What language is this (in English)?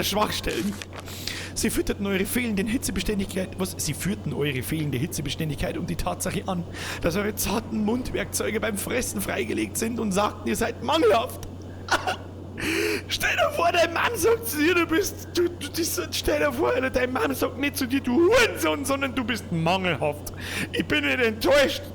Bavarian